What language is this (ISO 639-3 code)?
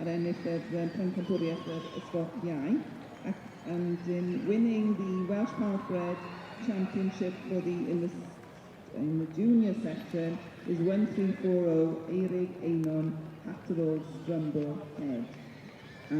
cym